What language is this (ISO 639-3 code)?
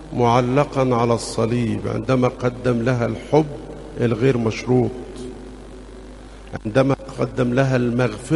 arz